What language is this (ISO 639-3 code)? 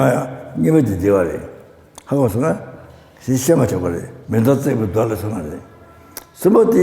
bod